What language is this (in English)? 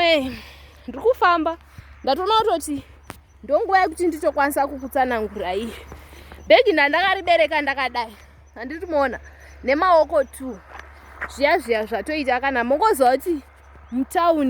Shona